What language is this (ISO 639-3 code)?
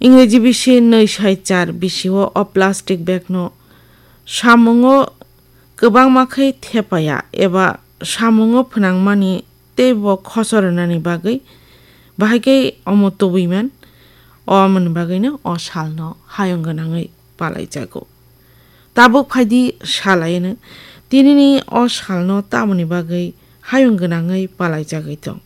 trp